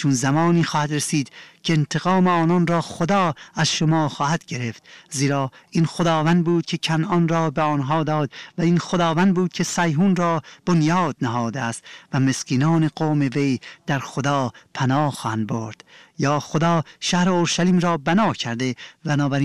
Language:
Persian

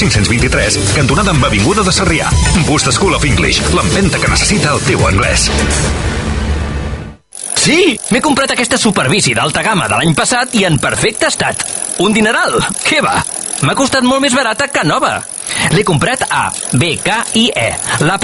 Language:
Catalan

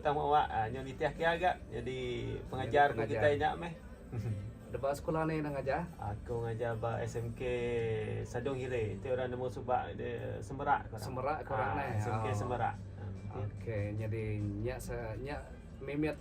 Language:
Iban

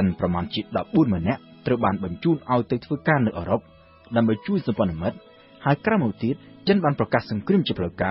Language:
Khmer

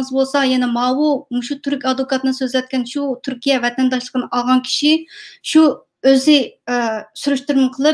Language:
Uyghur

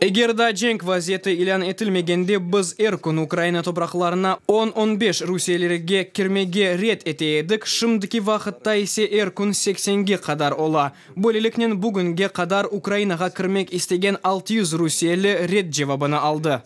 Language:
Crimean Tatar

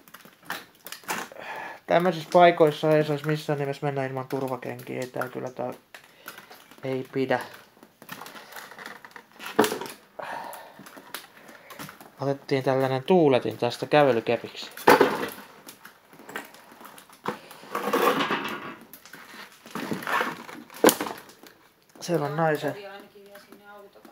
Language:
Finnish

